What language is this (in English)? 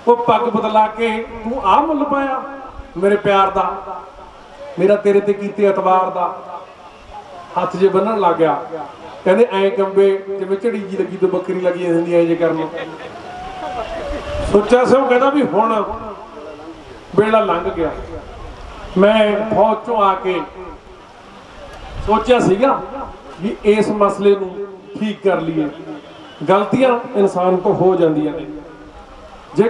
Punjabi